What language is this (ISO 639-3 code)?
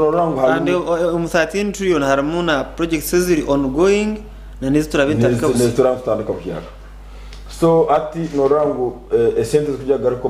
nyn